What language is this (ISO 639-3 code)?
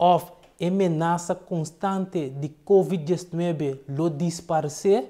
pap